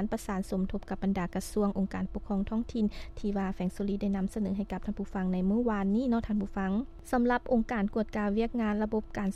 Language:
Lao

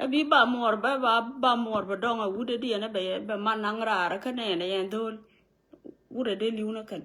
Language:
Nuer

